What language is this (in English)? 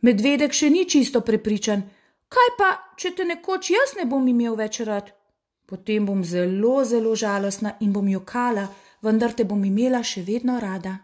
Slovenian